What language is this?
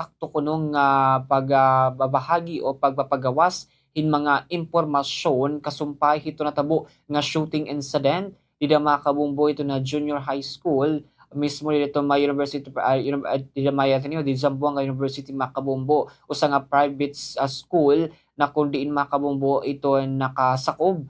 Waray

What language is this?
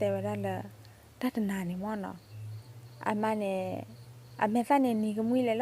S'gaw Karen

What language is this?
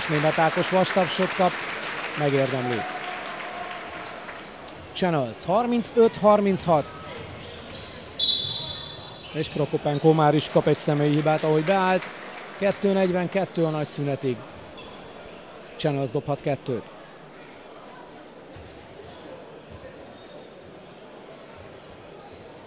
Hungarian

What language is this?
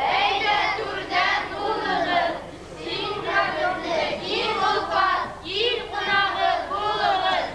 Bashkir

